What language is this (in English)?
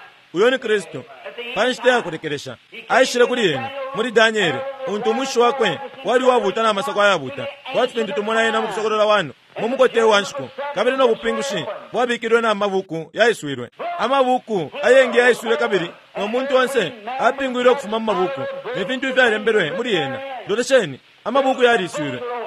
Bemba